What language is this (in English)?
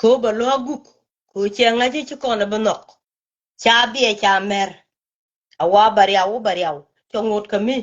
Nuer